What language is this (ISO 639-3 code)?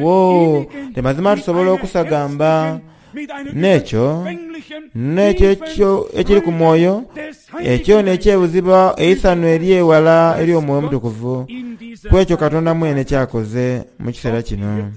xog